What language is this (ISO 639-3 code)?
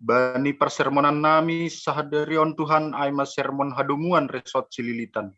bts